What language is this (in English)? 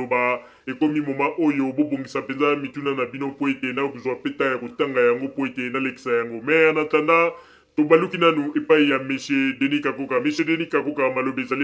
Lingala